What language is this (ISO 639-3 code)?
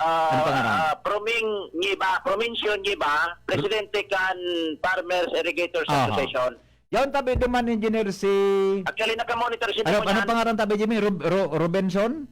bik